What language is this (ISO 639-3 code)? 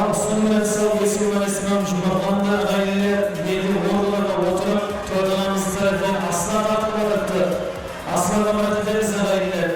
kaa